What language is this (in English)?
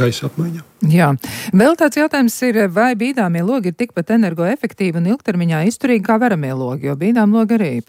Latvian